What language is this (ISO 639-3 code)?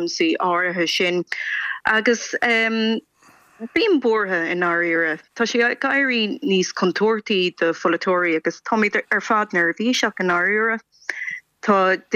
gle